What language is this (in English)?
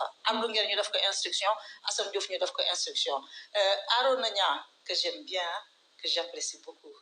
Wolof